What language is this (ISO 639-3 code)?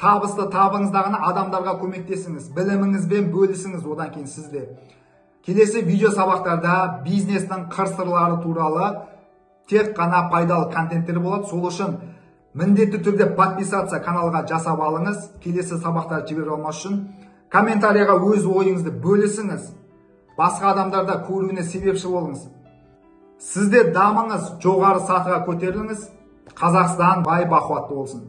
kaz